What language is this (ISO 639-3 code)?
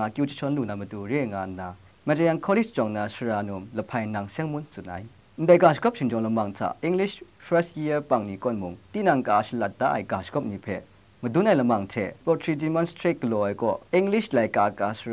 kac